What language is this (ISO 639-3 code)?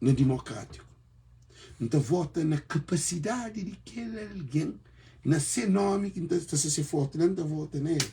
kea